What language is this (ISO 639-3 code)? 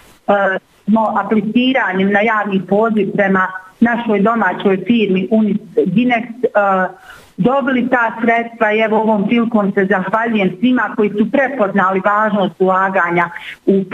bos